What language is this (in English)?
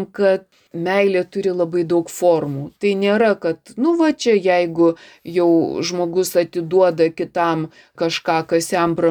Lithuanian